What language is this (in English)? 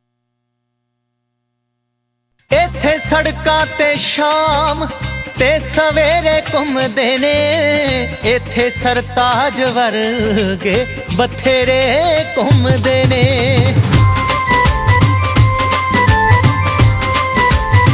Punjabi